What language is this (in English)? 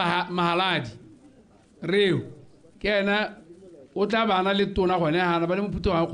Tswana